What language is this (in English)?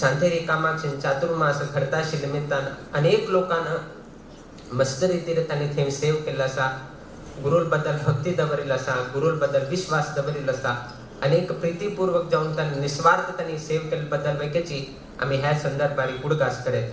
Konkani